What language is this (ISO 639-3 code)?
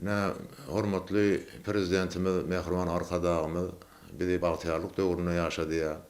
tuk